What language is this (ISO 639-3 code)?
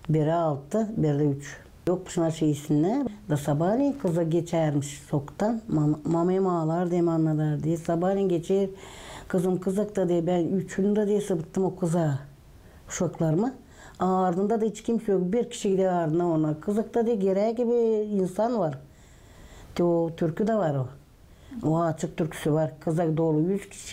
gag